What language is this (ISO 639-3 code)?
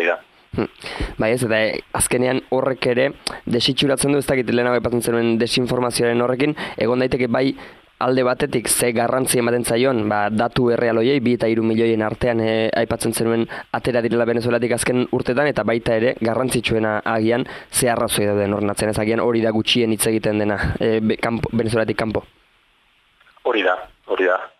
eus